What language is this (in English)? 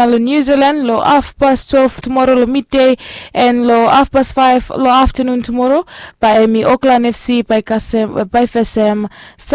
Bislama